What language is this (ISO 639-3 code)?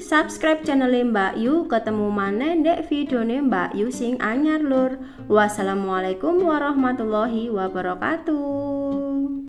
jav